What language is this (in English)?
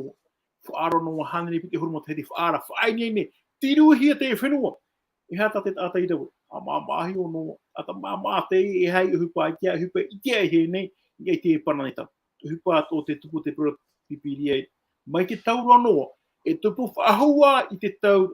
Tahitian